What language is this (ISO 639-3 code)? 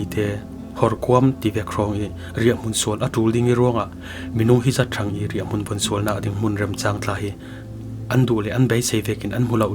cfm